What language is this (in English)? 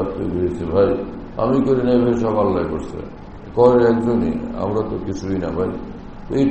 Bangla